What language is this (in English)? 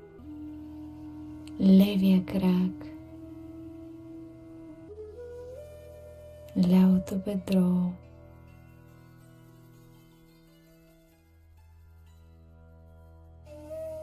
Bulgarian